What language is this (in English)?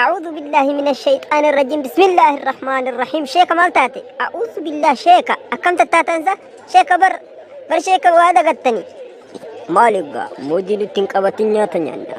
Oromo